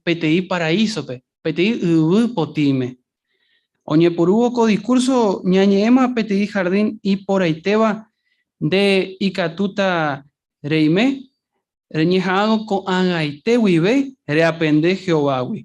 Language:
Guarani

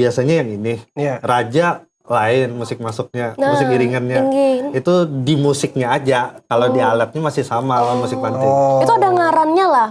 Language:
Banjar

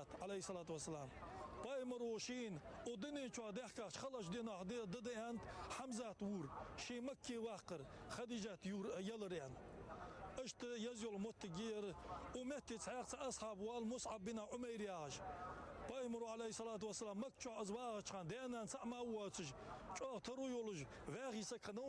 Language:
Ingush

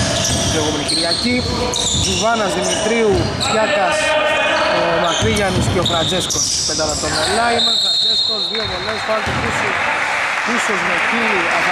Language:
Greek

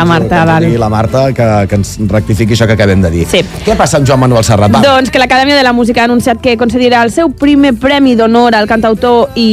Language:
Catalan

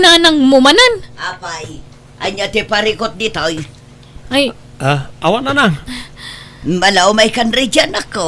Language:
Iloko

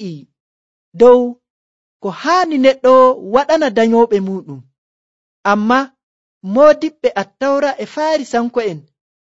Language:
Nigerian Fulfulde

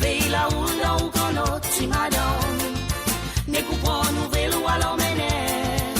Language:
Morisyen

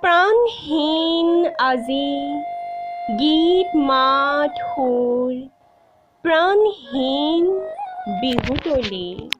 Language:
Assamese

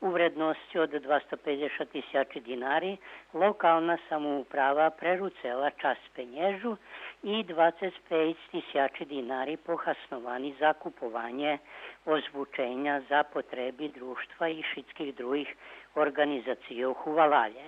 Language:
Rusyn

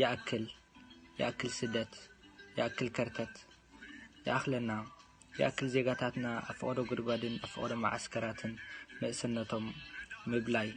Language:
Tigrinya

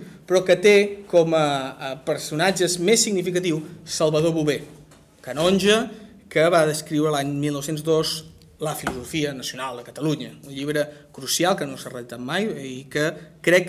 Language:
Catalan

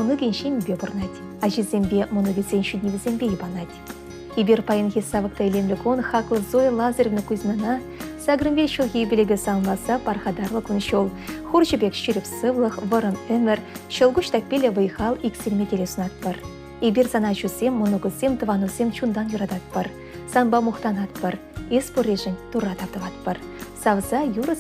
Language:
Chuvash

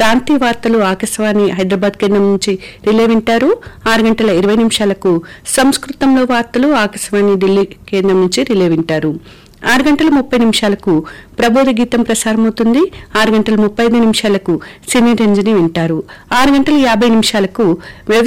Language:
Telugu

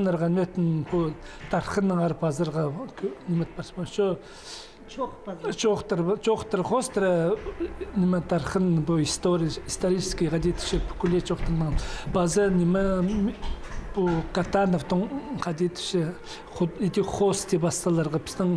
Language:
Khakas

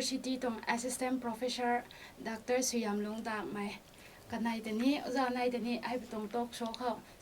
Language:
Rongmei Naga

